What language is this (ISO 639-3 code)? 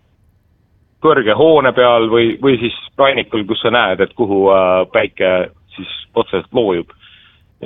est